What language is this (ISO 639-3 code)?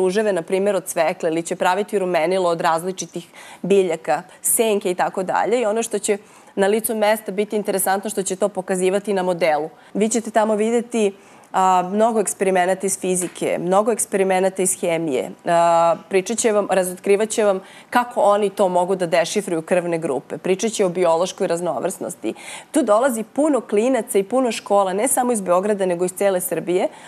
srp